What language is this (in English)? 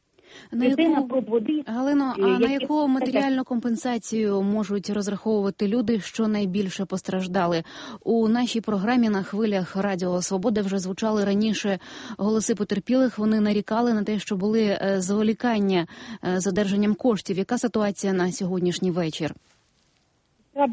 Ukrainian